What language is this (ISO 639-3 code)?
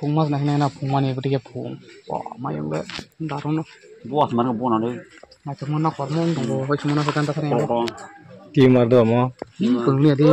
ria